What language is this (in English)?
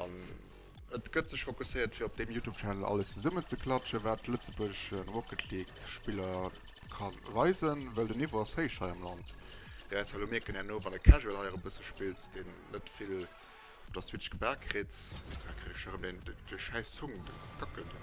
Luxembourgish